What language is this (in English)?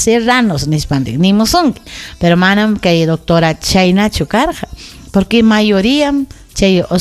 Ayacucho Quechua